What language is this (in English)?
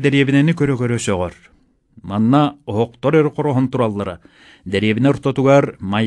Yakut